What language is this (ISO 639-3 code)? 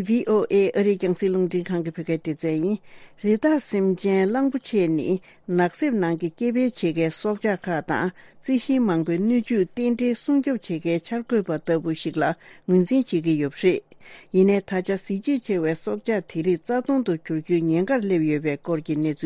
bod